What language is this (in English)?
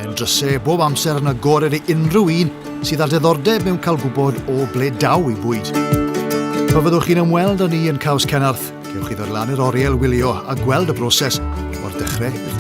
Welsh